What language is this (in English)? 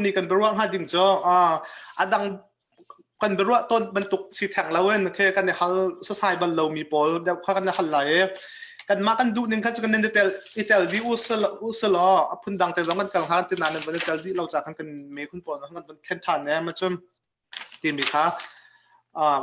Hakha Chin